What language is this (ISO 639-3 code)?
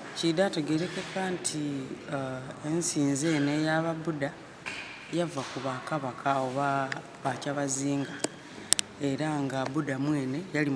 xog